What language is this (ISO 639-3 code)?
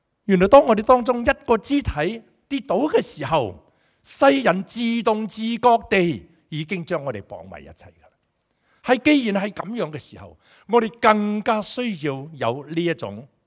yue